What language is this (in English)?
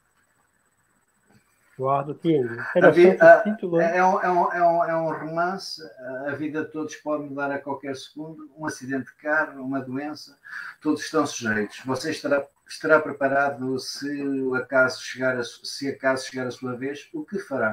Portuguese